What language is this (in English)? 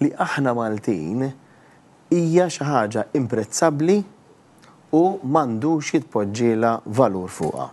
Maltese